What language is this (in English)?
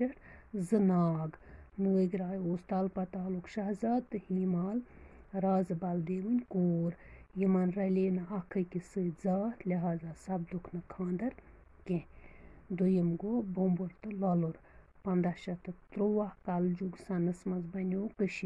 Kashmiri